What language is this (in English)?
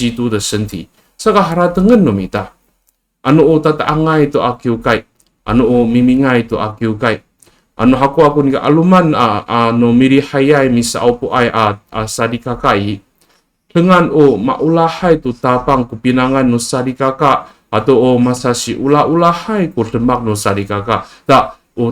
Amis